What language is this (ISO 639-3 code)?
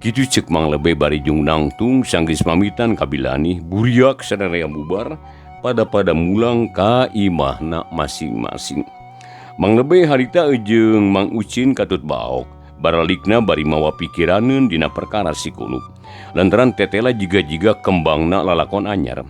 sun